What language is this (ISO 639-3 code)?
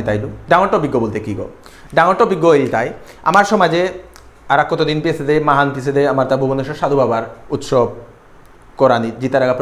bpy